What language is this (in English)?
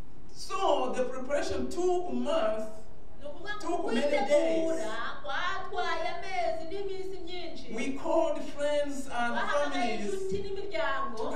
Kinyarwanda